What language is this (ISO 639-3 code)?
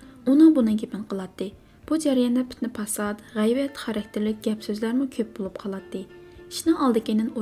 uig